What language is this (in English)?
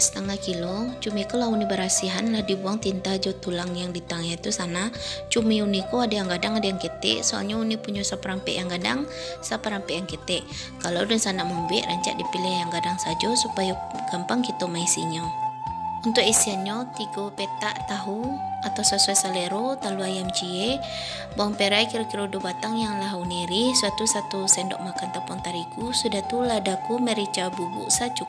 Minangkabau